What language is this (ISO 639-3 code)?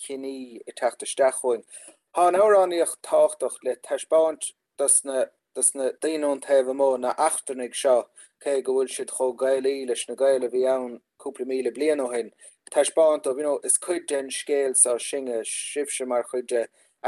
gle